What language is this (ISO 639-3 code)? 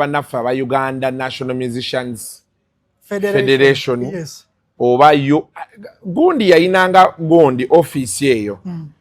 lug